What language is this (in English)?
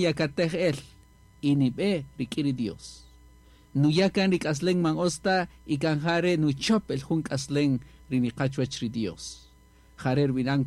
Kaqchikel